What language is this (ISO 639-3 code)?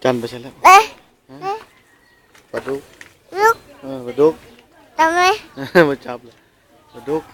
lao